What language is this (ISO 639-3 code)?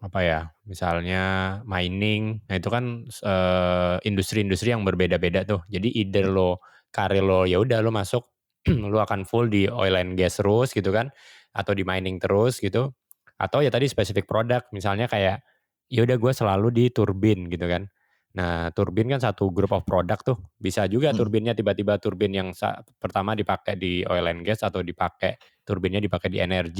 ind